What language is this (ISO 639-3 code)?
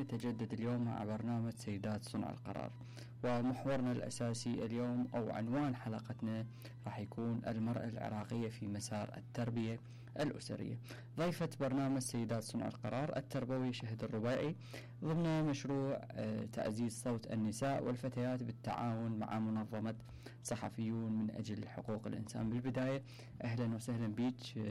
acm